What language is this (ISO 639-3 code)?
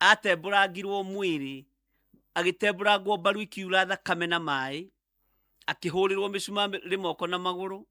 kik